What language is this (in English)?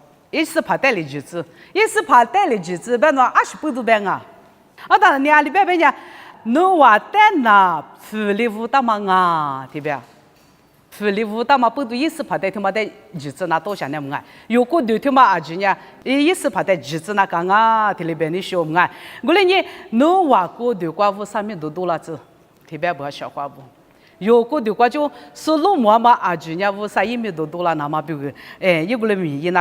Lisu